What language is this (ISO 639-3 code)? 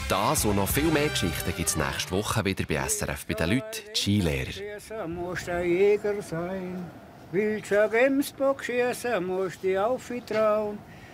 gsw